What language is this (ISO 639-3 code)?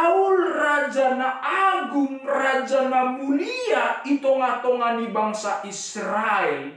bts